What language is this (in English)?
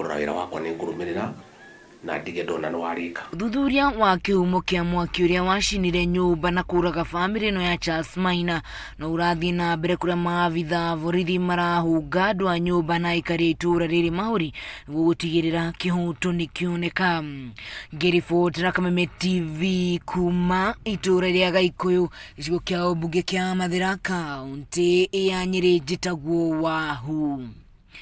Kikuyu